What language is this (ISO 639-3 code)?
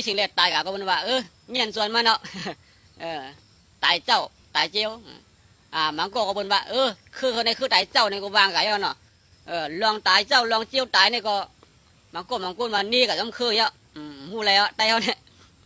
shn